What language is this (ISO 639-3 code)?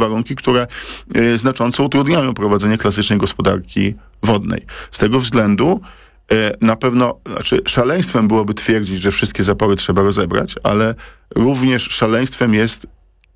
pol